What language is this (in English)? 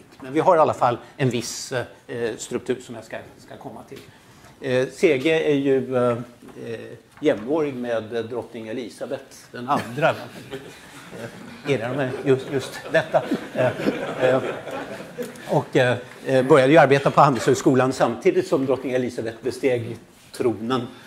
Swedish